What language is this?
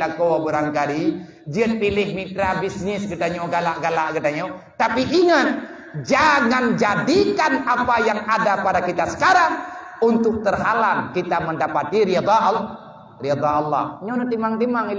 Achinese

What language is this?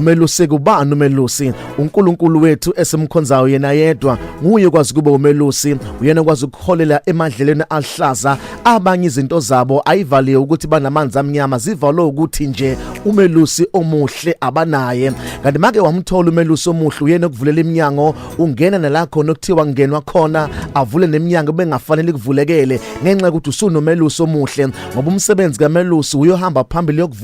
Zulu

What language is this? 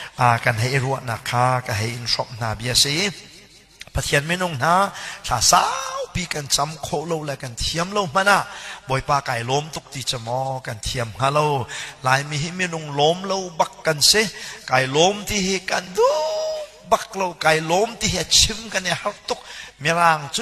Hakha Chin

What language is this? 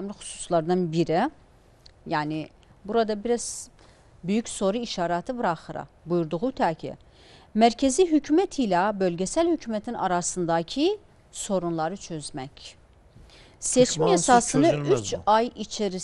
Turkish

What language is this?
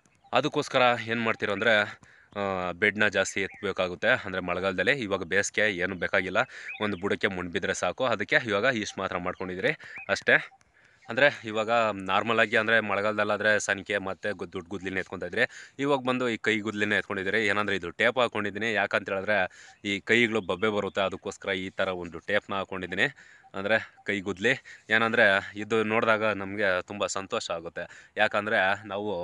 Kannada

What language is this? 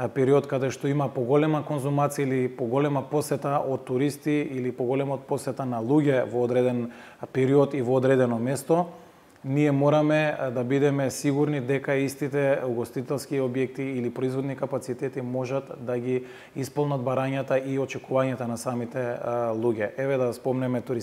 Macedonian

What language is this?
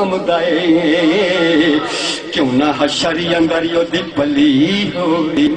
Saraiki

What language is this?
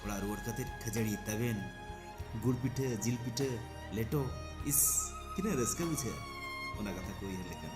Santali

